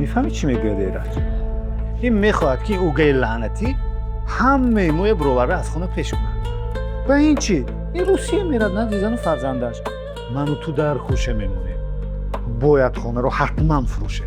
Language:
Tajik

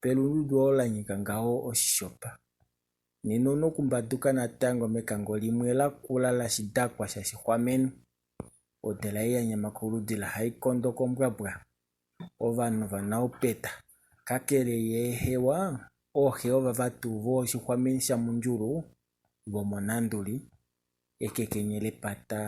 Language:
Kuanyama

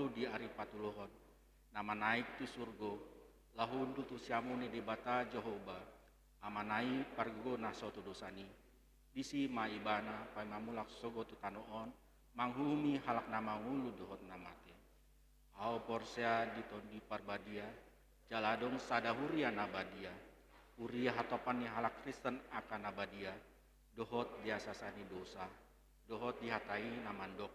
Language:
Batak Toba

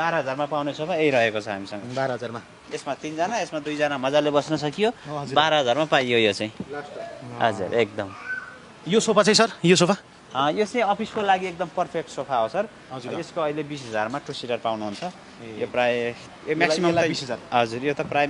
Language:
Nepali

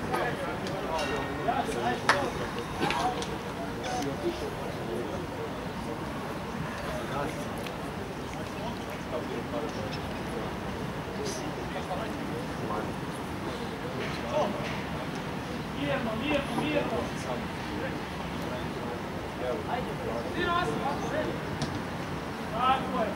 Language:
Serbian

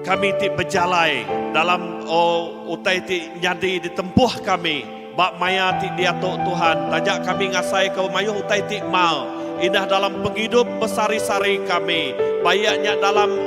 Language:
Iban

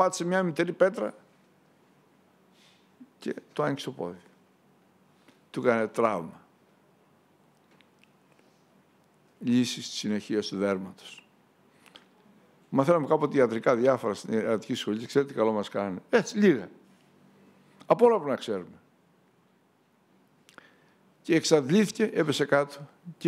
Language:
Greek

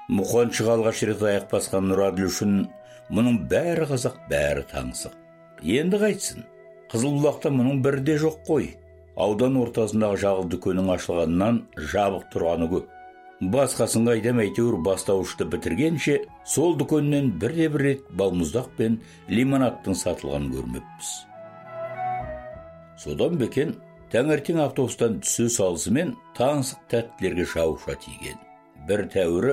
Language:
Kazakh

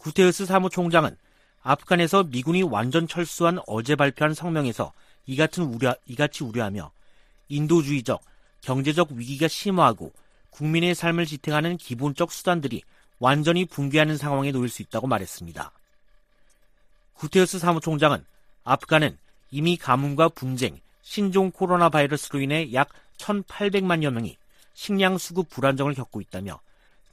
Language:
Korean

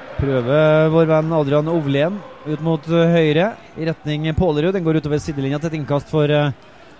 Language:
Norwegian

